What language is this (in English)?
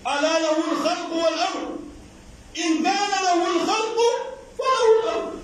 Pular